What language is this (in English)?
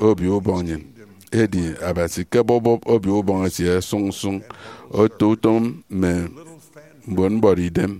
Efik